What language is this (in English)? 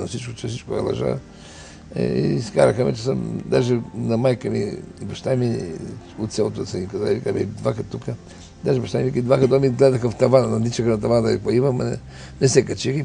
Bulgarian